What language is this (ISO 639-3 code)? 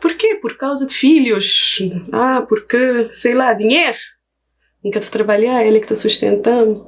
kea